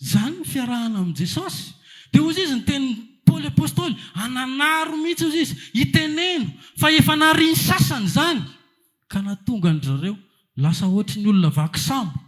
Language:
Malagasy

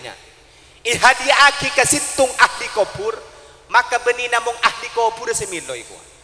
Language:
Madurese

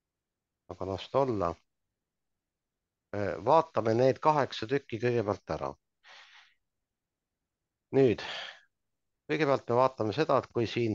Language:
Estonian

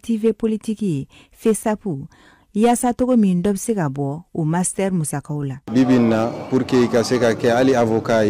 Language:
Bambara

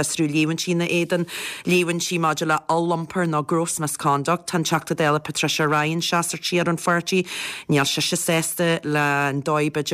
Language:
Irish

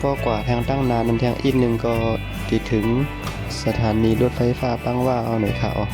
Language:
Shan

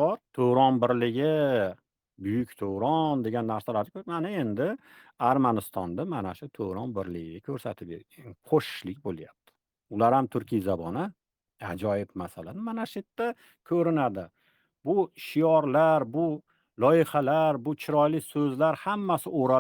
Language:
Uzbek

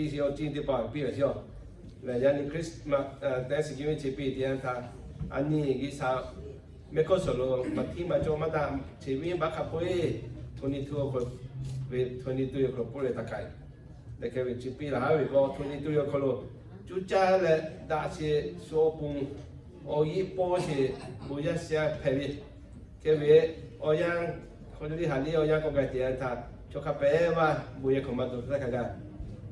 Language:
Lahu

